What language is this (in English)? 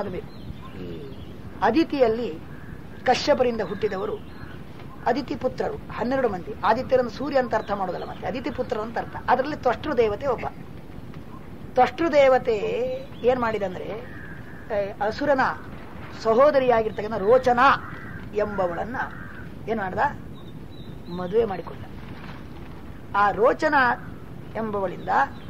Kannada